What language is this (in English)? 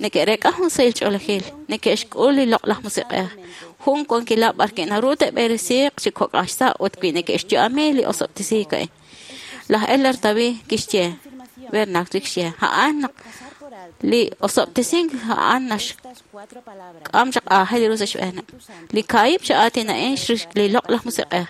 Kekchí